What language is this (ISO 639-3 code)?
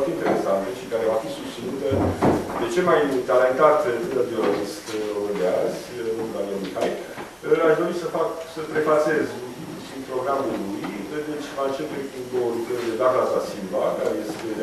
ron